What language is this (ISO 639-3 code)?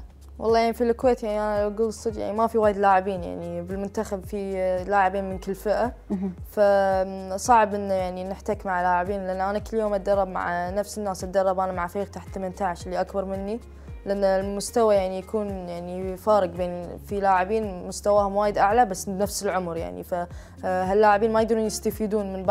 afb